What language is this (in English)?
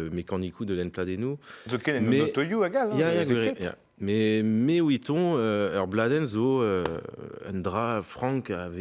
Breton